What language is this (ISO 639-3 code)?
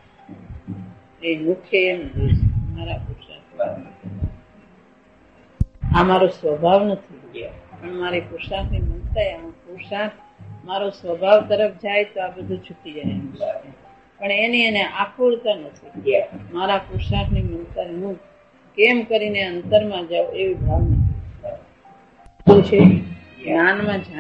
guj